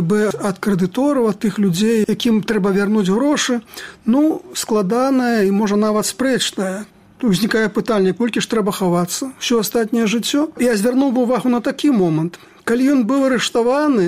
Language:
Belarusian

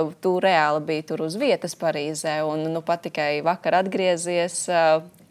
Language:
Latvian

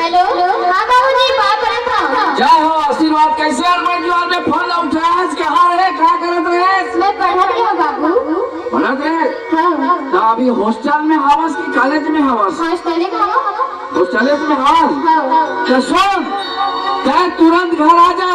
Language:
Chhattisgarhi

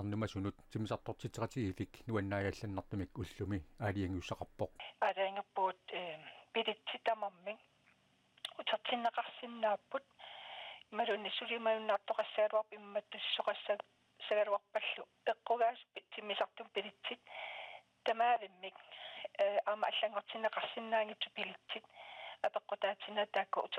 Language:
Kalaallisut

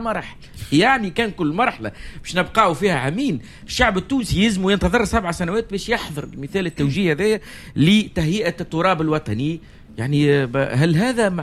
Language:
Tunisian Arabic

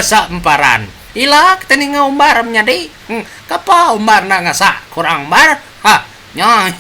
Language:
Iban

